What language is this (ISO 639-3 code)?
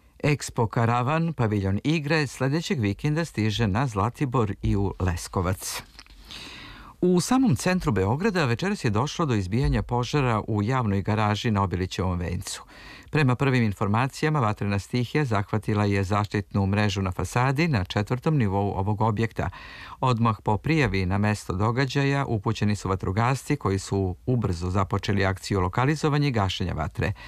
srp